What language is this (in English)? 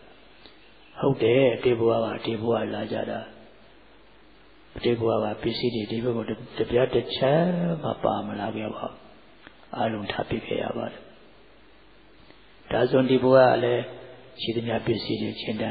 Burmese